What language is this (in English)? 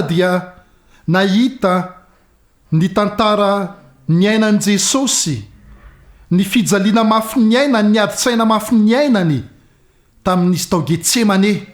Malagasy